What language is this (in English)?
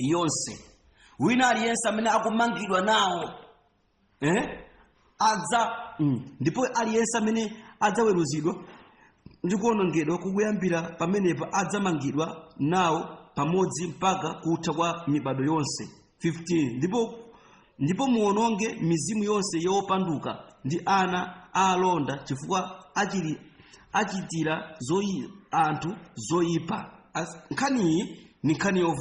Nyanja